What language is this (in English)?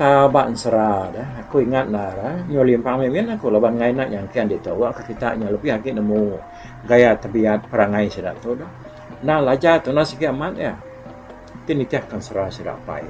Iban